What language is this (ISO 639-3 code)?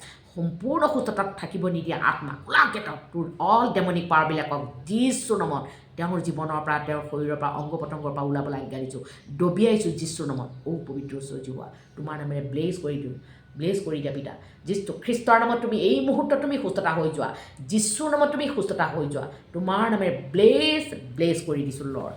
asm